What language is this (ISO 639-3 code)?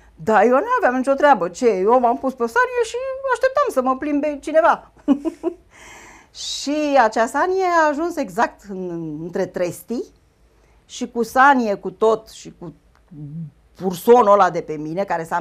ron